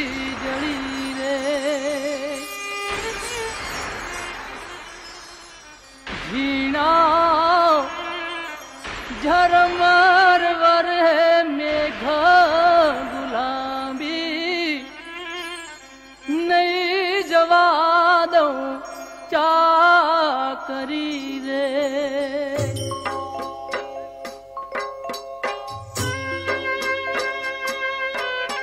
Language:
Gujarati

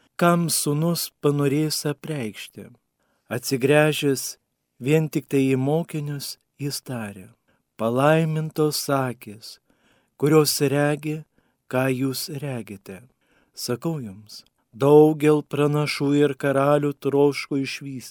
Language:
Lithuanian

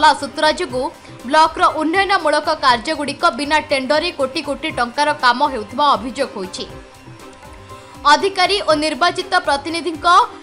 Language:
Odia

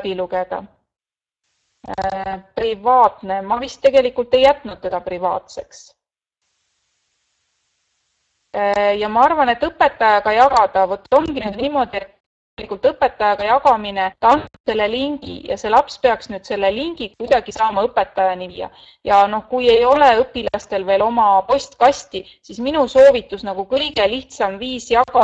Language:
Estonian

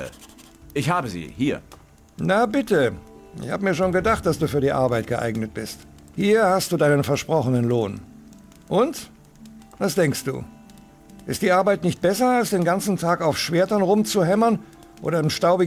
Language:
Bavarian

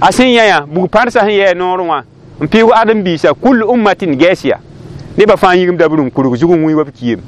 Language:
Mossi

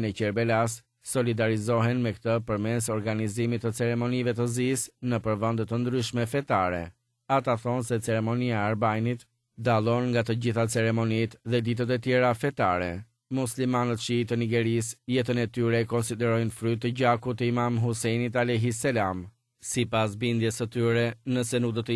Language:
Albanian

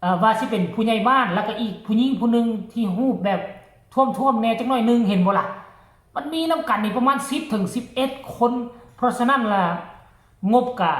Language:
Northeastern Thai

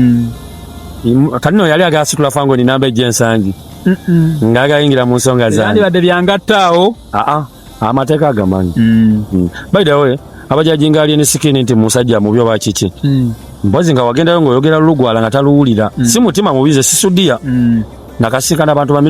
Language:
Ganda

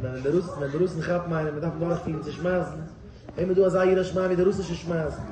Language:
Yiddish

